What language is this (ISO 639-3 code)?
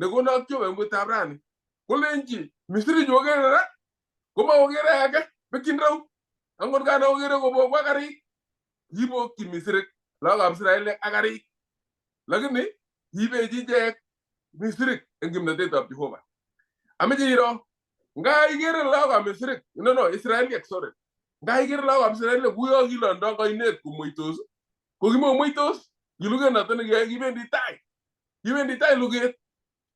kln